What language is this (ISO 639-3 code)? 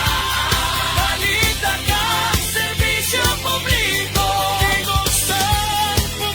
hil